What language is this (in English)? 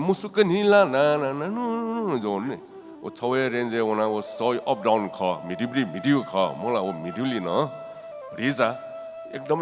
Newari